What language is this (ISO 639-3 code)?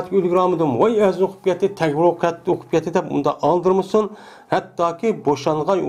uig